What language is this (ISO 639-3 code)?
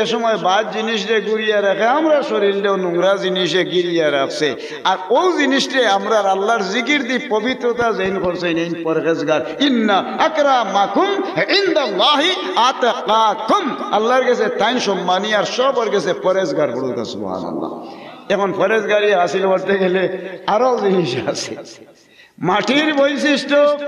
syl